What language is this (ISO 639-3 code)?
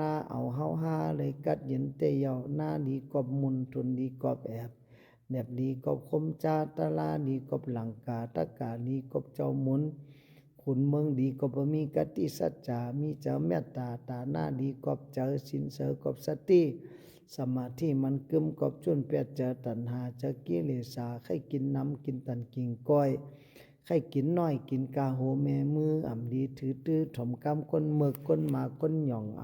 shn